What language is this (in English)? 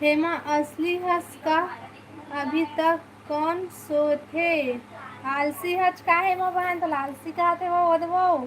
Chhattisgarhi